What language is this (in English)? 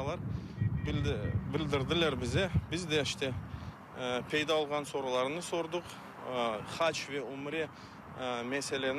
Crimean Tatar